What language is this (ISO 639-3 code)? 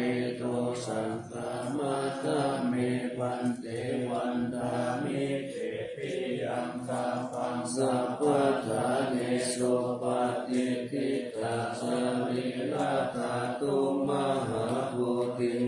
pli